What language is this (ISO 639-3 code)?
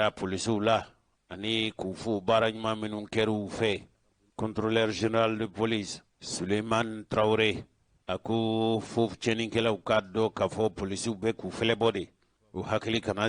bam